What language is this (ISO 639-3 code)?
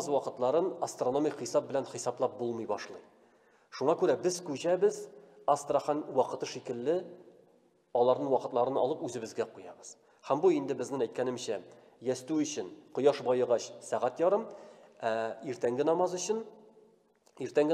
tat